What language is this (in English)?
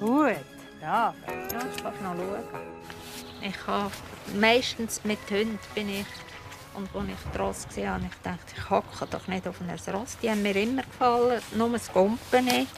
Swiss German